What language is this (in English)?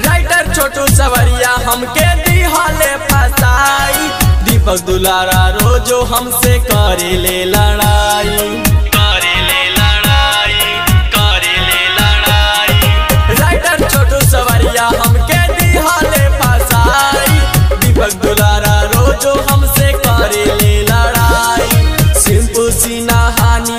Bhojpuri